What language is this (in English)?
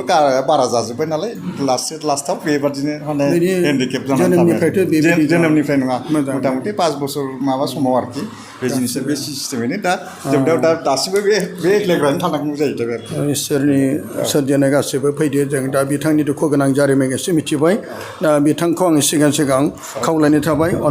Bodo